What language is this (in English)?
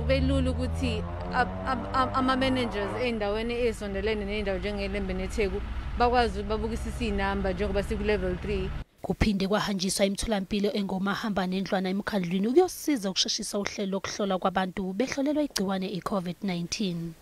Zulu